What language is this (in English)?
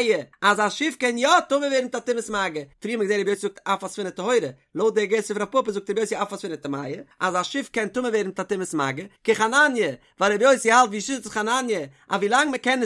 Yiddish